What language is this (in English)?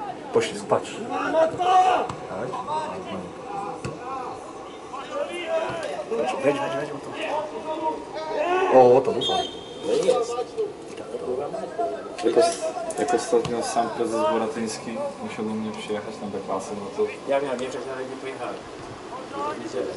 Polish